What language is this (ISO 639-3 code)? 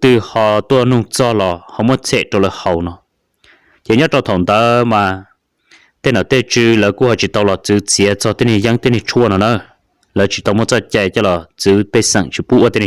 hmn